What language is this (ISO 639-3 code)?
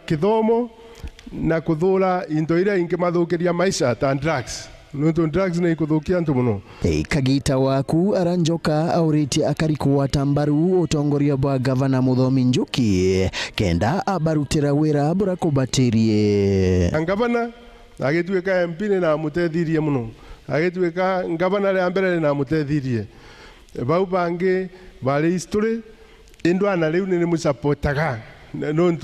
mer